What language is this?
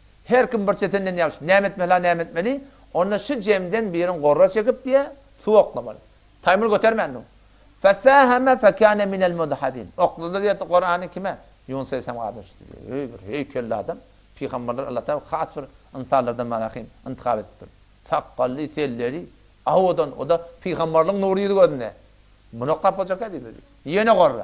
Turkmen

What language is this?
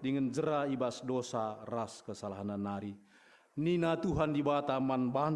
Batak Karo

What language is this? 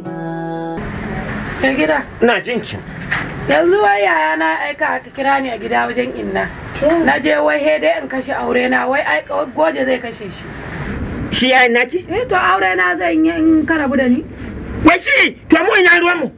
Hausa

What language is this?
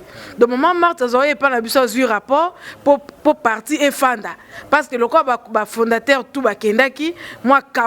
Lingala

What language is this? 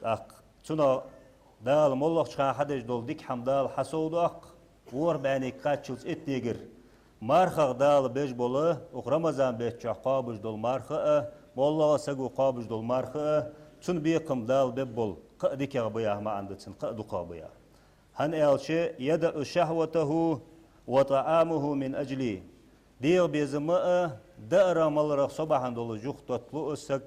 Ingush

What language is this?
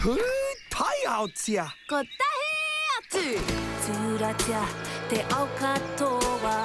Māori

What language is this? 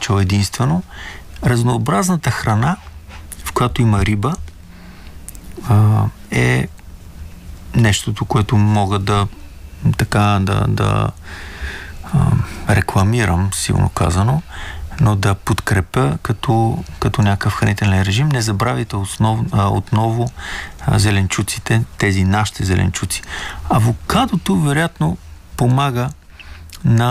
Bulgarian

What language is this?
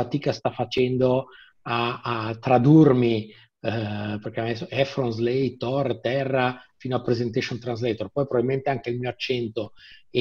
Italian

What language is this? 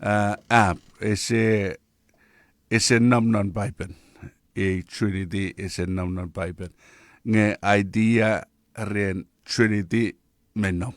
Chuukese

